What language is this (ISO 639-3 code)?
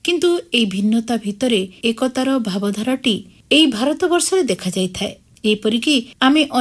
ori